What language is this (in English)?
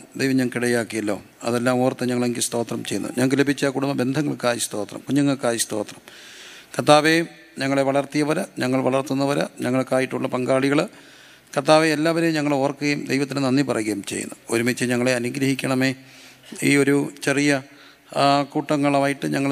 Malayalam